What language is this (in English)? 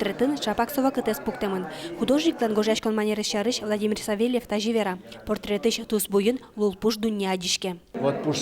Udmurt